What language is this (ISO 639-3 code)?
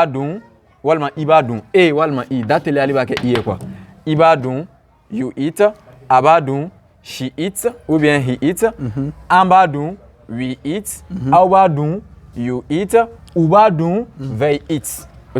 bam